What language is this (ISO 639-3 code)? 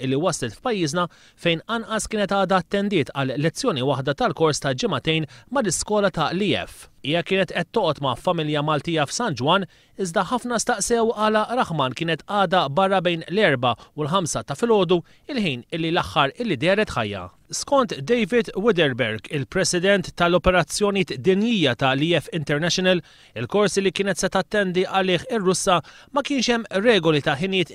mlt